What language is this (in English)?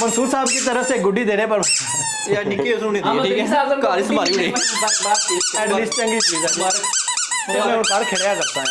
Pahari-Potwari